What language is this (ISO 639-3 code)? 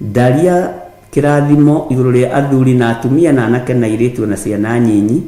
kik